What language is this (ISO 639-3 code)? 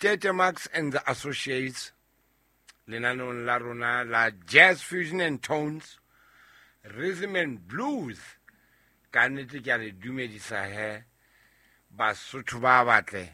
sot